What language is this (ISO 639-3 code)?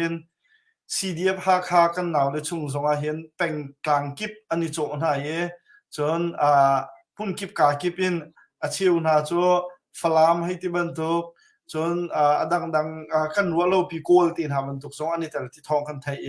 cnh